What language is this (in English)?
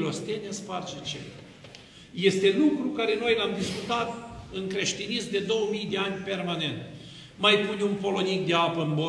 Romanian